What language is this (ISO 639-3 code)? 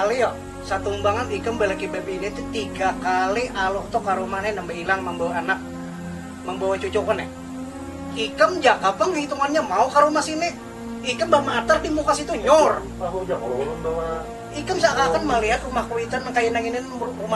bjn